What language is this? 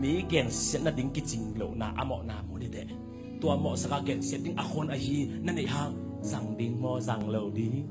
Tedim Chin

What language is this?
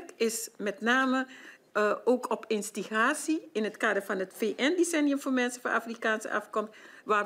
Dutch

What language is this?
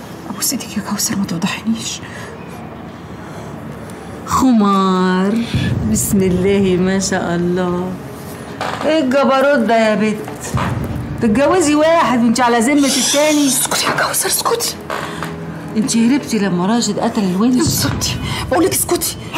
Egyptian Arabic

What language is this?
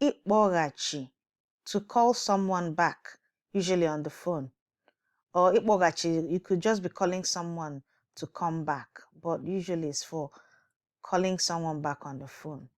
Igbo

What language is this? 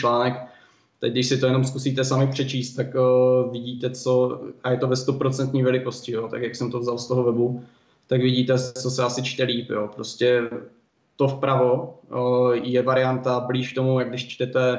Czech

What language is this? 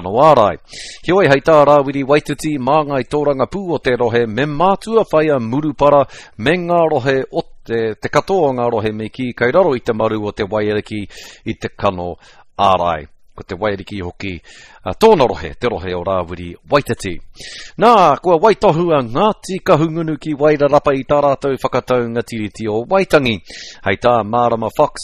Māori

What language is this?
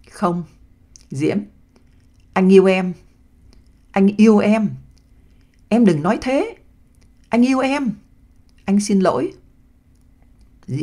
Vietnamese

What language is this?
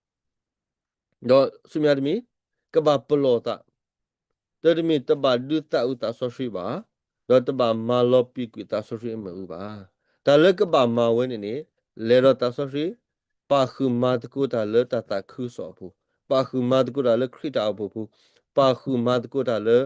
S'gaw Karen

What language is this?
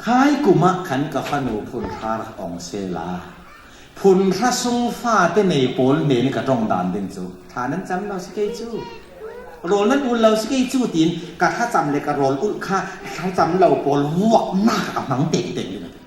Falam Chin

